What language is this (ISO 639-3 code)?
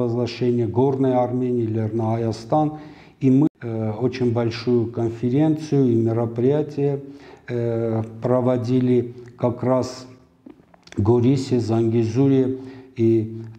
rus